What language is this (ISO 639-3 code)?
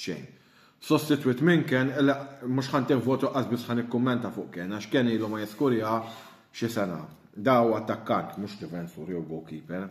mlt